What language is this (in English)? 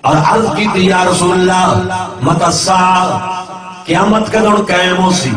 Saraiki